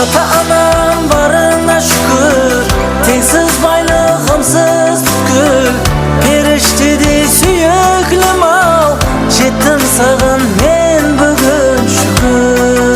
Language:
Kara-Kalpak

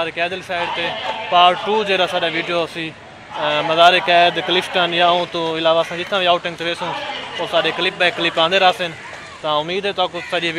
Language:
Saraiki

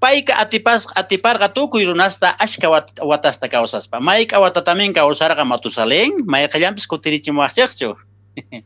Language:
South Bolivian Quechua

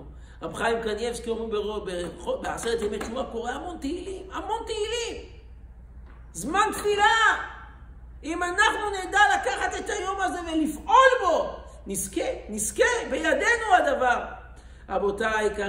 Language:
Hebrew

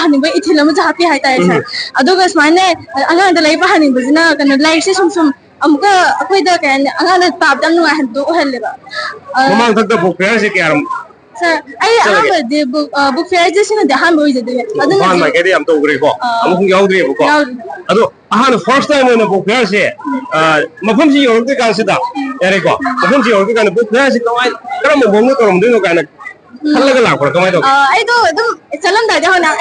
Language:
Manipuri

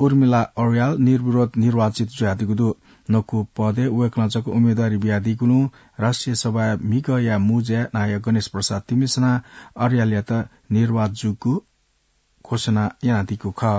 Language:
Newari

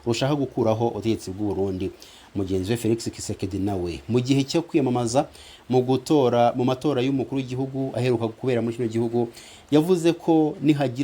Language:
Kinyarwanda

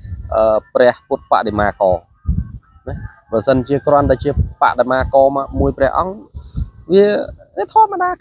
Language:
Khmer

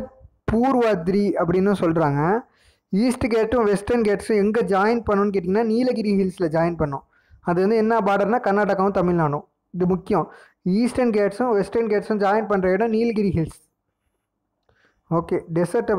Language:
Tamil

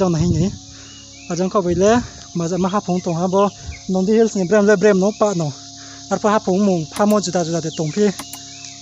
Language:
Riang (India)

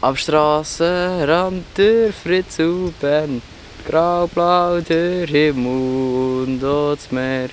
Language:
Swiss German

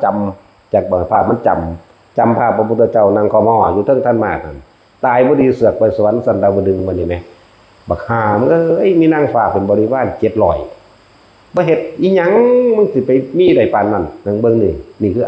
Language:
Northeastern Thai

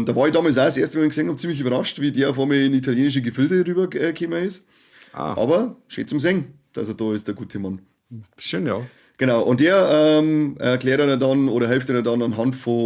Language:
Bavarian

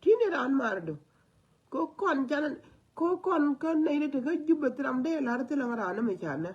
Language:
Nuer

